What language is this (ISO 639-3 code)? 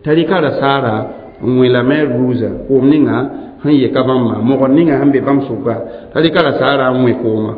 mos